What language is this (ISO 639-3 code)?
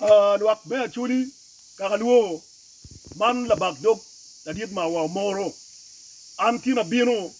ach